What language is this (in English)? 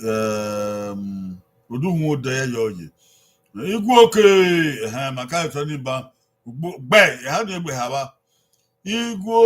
Bini